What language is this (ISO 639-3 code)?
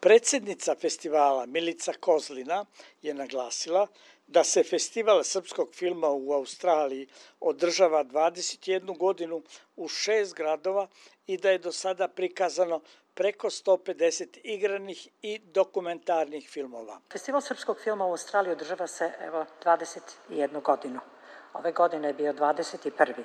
srp